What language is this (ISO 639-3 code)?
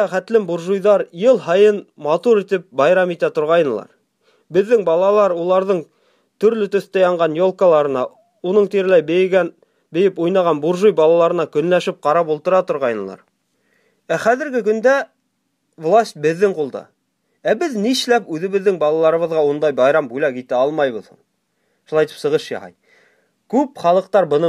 bak